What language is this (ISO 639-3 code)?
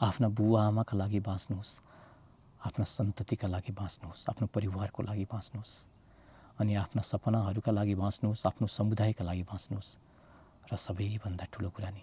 nep